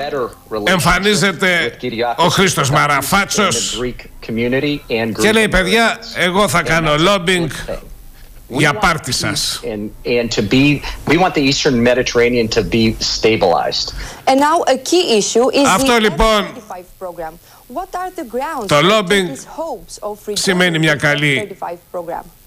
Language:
Greek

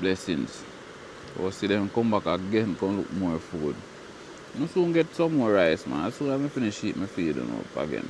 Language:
Jamaican Creole English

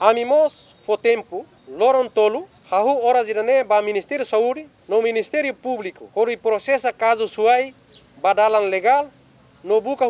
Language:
Tetum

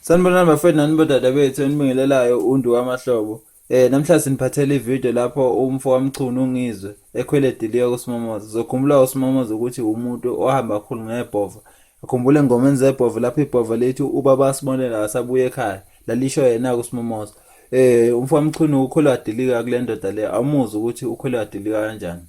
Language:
Zulu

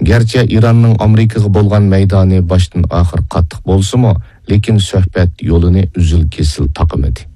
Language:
Uyghur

